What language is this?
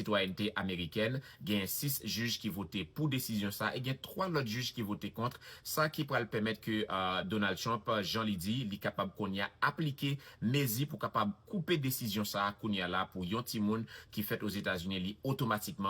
Haitian Creole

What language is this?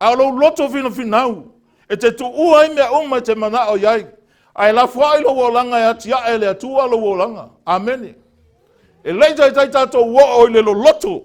Samoan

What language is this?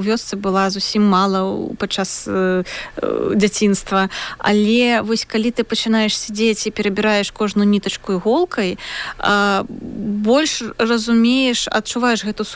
Belarusian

